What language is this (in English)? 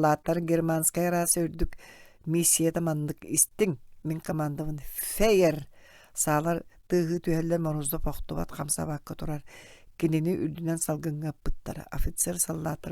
Yakut